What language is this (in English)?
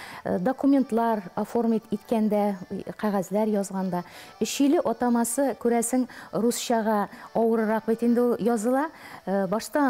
Tatar